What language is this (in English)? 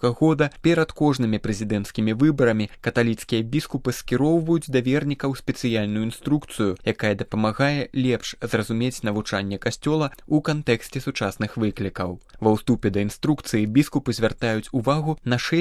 Belarusian